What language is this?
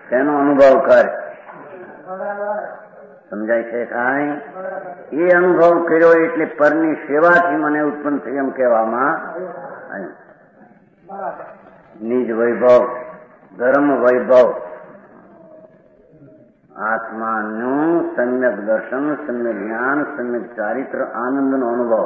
Gujarati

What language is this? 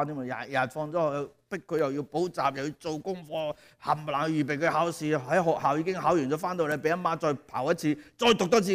Cantonese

